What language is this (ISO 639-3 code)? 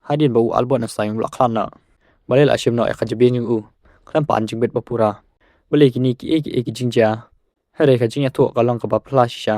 kha